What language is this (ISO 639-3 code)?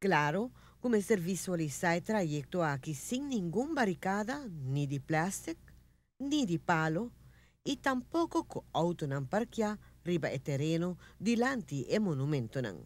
pap